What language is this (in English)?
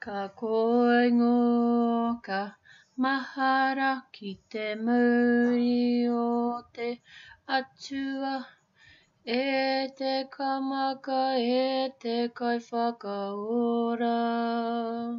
Māori